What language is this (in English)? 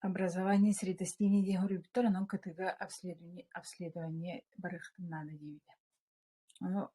Yakut